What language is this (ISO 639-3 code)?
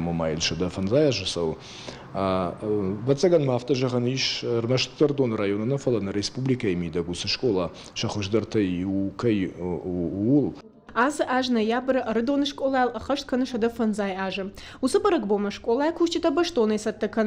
oss